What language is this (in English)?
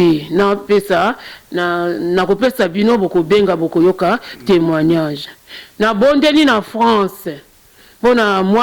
Lingala